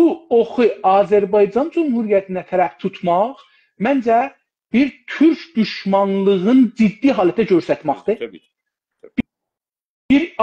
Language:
South Azerbaijani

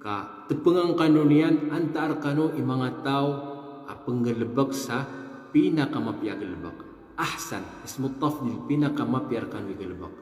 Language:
Maranao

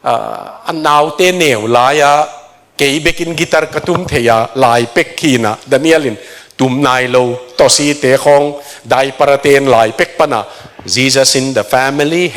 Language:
Tedim Chin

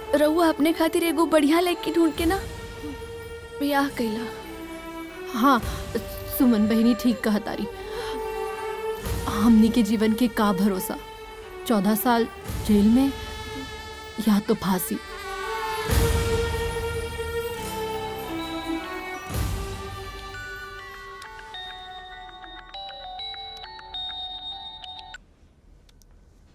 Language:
Bhojpuri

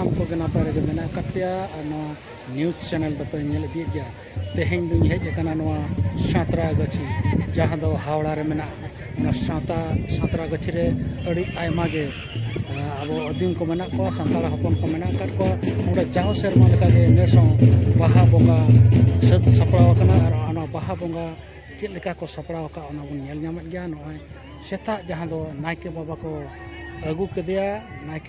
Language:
Santali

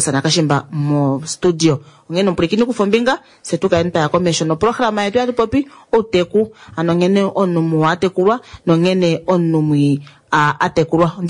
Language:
Kuanyama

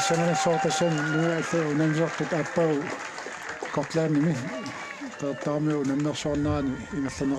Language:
Kalaallisut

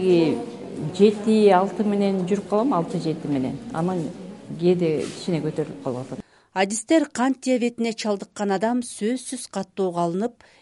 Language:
Kyrgyz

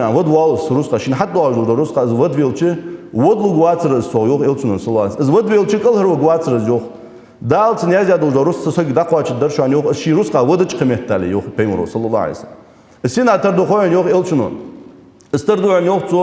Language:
Ingush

